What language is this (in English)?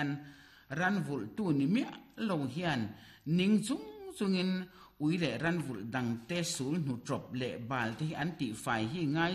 Mizo